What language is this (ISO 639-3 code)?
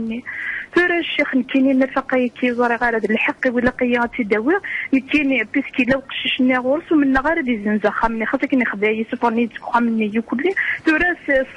kab